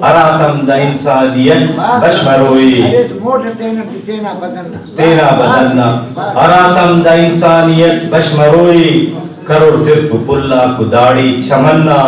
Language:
Brahui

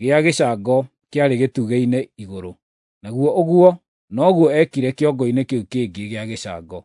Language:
Kikuyu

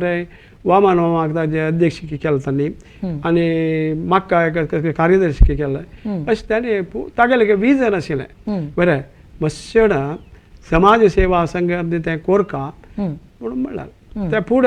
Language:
Konkani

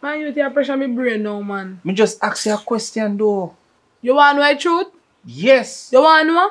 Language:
Jamaican Creole English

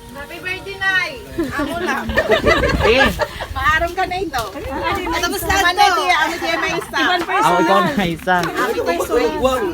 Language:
Waray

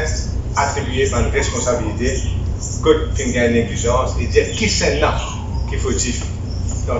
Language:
Morisyen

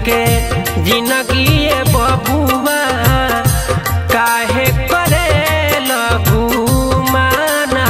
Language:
Bhojpuri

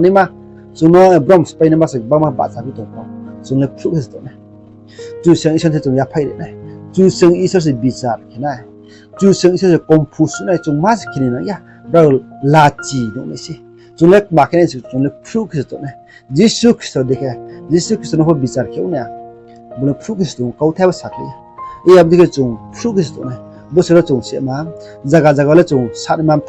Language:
Riang (India)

